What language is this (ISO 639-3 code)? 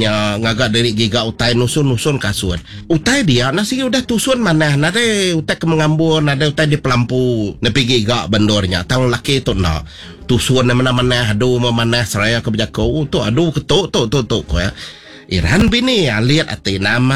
iba